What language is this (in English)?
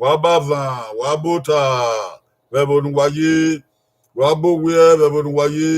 Bini